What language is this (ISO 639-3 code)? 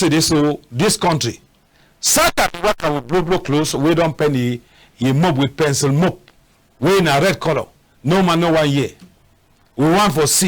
wes